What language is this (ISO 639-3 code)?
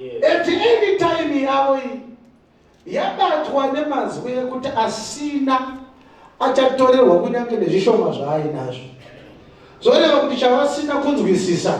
sna